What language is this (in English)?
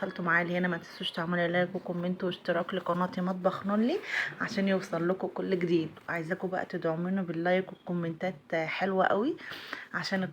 Egyptian Arabic